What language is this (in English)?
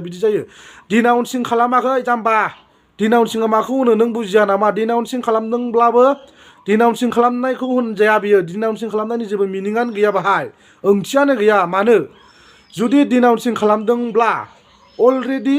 Bodo